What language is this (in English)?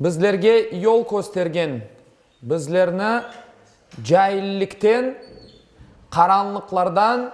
Crimean Tatar